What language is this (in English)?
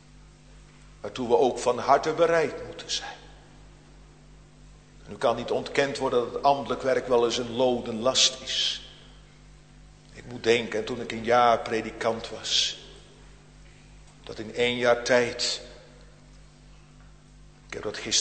Dutch